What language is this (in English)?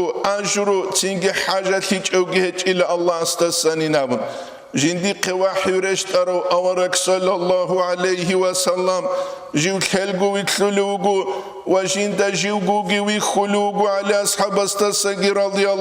Avaric